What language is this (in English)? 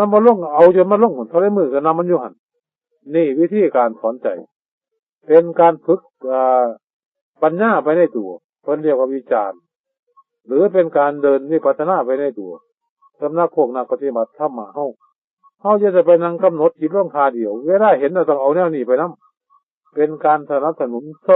Northeastern Thai